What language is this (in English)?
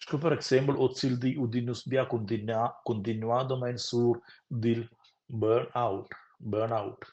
Romansh